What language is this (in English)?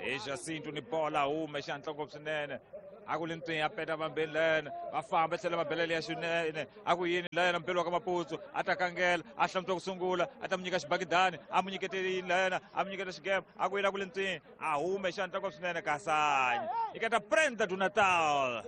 Tsonga